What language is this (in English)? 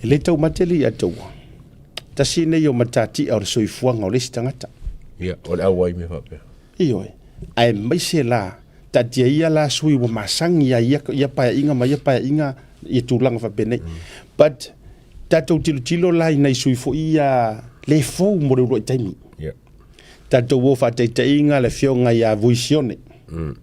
Samoan